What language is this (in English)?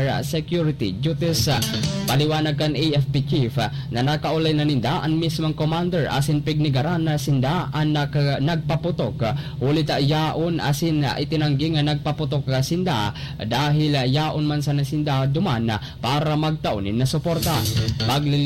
Bikol